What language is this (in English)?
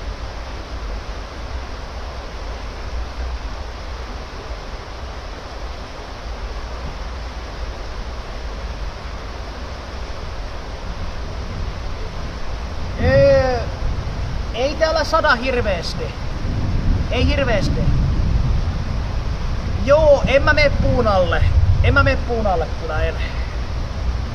Finnish